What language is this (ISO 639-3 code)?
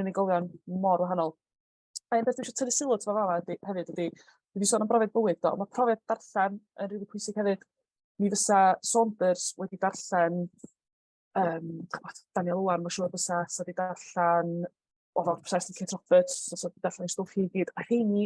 cym